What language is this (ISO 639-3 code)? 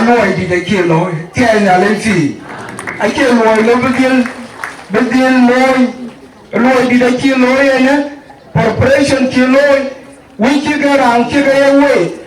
din